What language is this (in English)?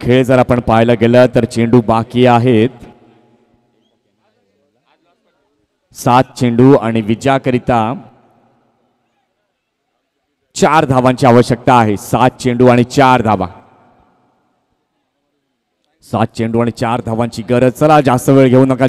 Marathi